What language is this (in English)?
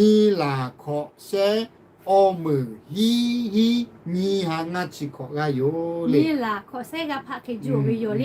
Lahu